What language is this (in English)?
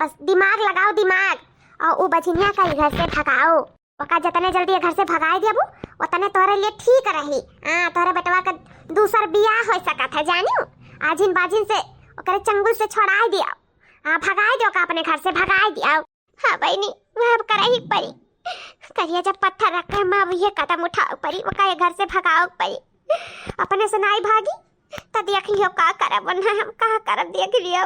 Awadhi